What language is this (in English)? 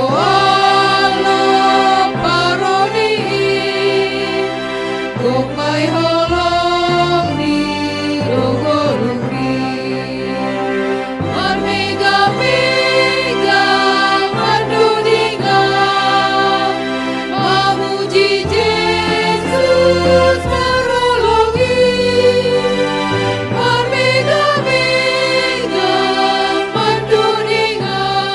Batak Simalungun